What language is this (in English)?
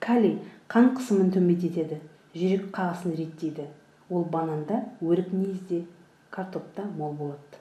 Kazakh